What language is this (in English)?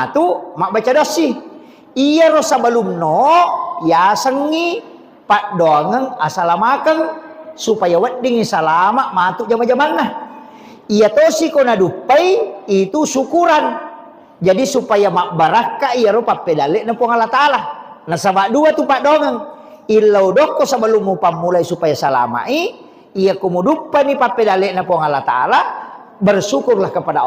Buginese